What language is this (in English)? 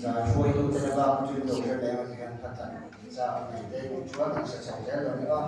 Mizo